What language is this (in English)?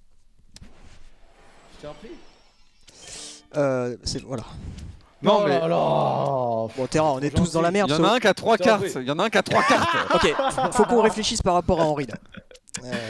French